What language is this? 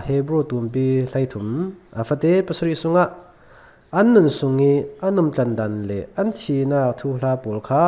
Falam Chin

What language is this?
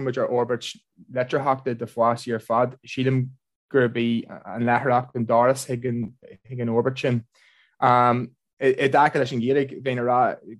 Irish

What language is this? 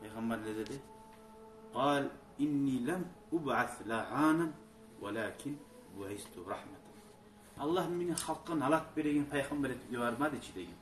Kumyk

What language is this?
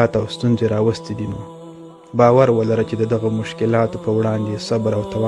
Pashto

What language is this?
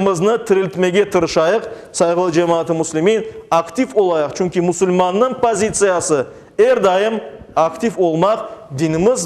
Crimean Tatar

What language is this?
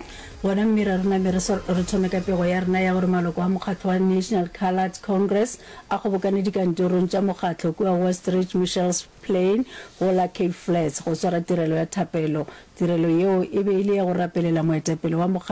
Northern Sotho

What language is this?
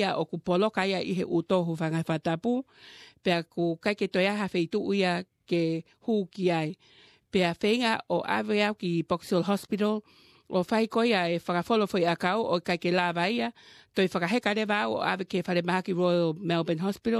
Tongan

